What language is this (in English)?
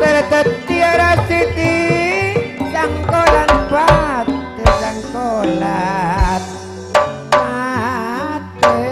Madurese